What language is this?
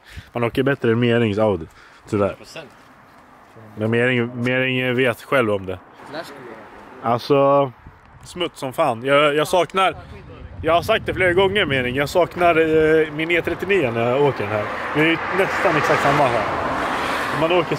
Swedish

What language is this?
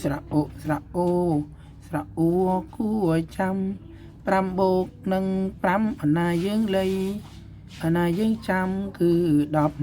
Khmer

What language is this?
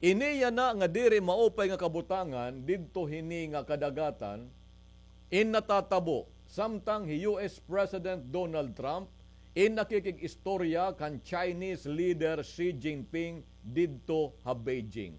Waray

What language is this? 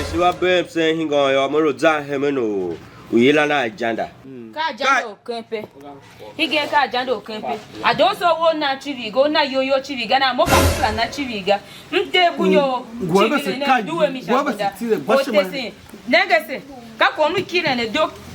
Tiv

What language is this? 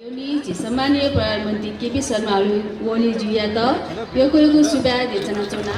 Newari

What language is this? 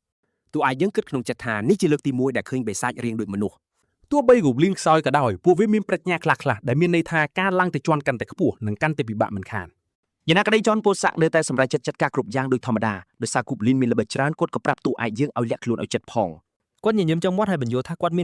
Khmer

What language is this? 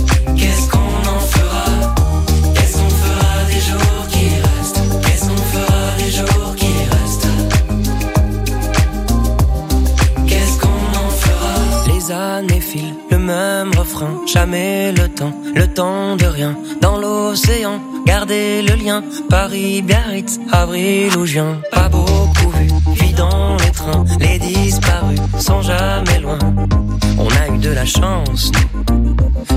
French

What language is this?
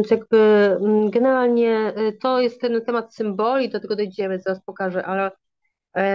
Polish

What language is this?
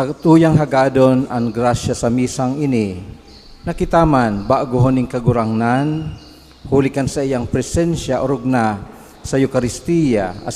Bikol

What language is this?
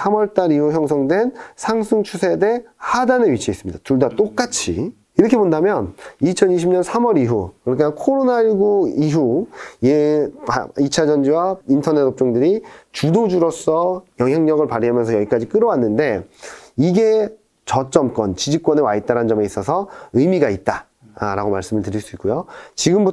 Korean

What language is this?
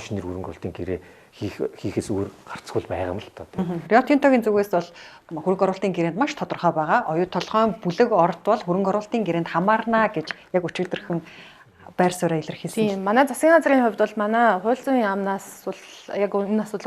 Mongolian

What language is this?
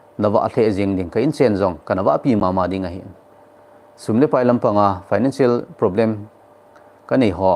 Thado Chin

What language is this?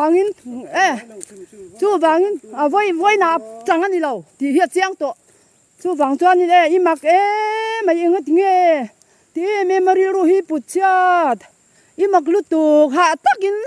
Mizo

